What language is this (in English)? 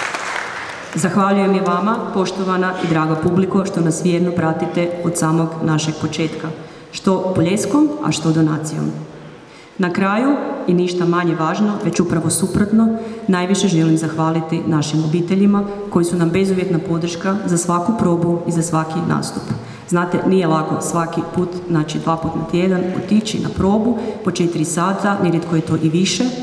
Croatian